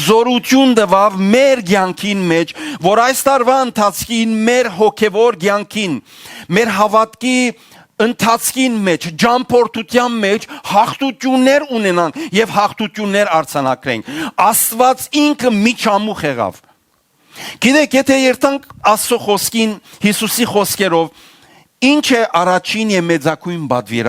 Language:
Western Armenian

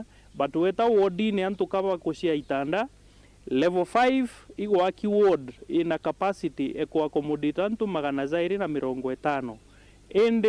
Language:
Meru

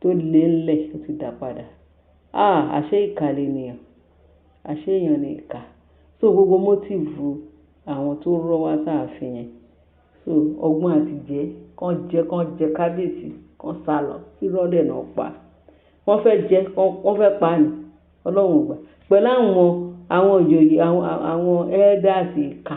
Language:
Yoruba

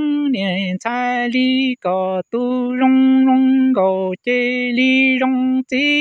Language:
Hmong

